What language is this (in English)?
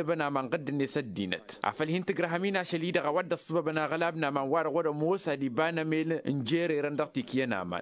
Tamasheq